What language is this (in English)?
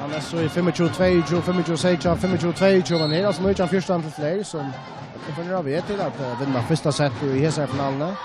Faroese